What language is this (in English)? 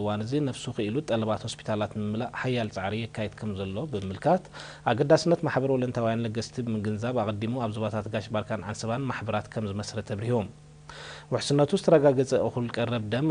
Tigrinya